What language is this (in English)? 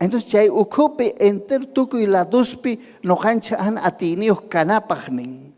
Ayacucho Quechua